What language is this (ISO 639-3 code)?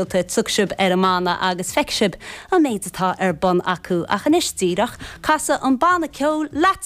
gle